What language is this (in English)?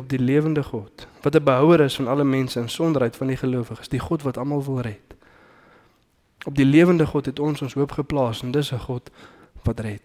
Afrikaans